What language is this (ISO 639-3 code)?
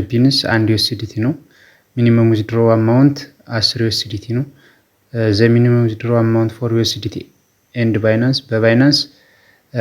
amh